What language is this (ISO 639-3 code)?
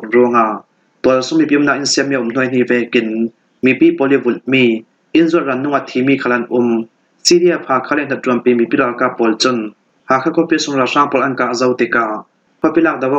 cfm